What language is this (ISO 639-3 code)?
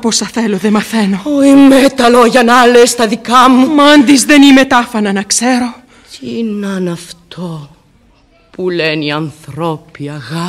ell